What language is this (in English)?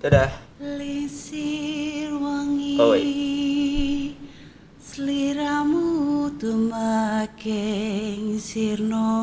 Manado Malay